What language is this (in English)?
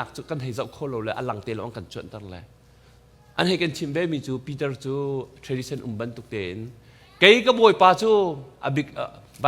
Hakha Chin